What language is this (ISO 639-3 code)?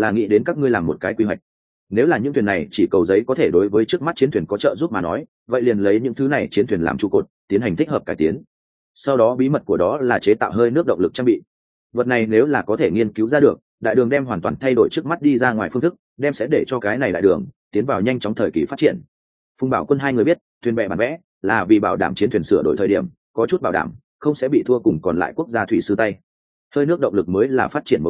vie